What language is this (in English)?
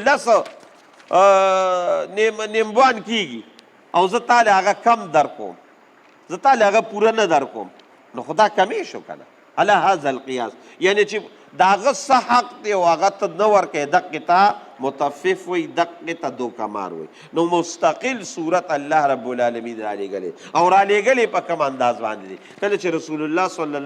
Pashto